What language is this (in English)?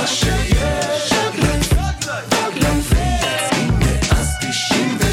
Hebrew